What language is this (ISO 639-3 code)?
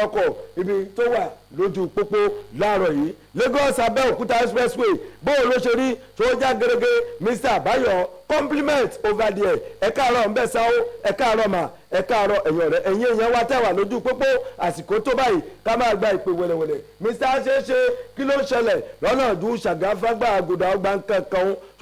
yor